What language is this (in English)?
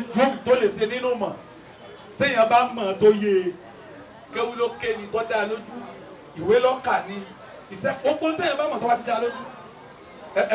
Yoruba